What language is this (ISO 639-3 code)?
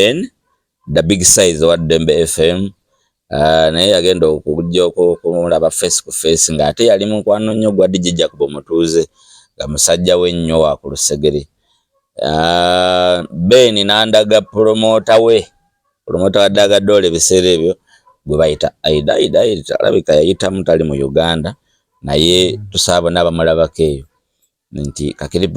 lug